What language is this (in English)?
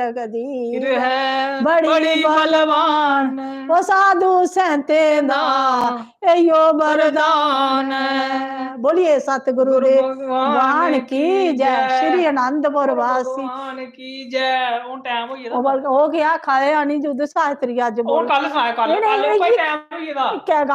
Dogri